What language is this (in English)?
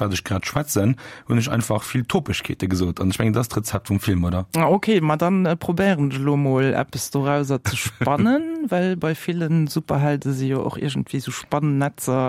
Luxembourgish